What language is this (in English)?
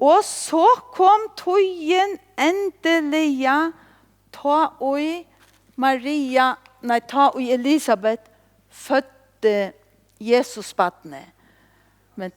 Faroese